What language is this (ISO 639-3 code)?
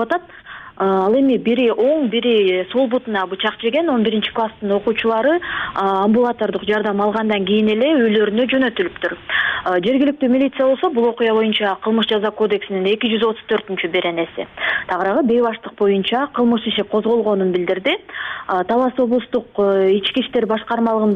kir